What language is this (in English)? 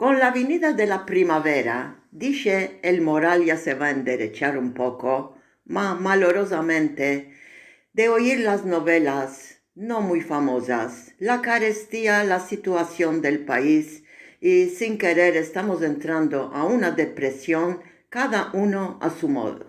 Ladino